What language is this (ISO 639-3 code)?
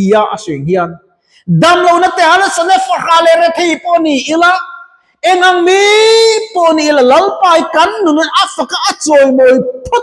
lus